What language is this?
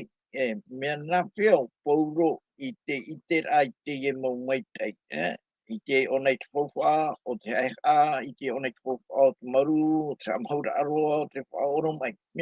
Tahitian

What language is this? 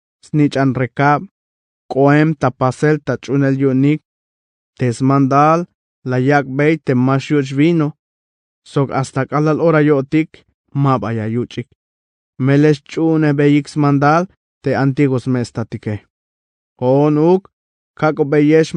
Tzeltal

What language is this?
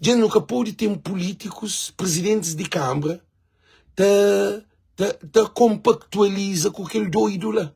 Kabuverdianu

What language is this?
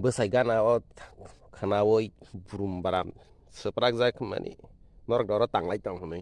Kok Borok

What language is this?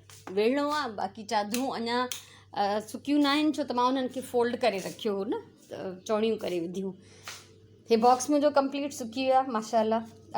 Sindhi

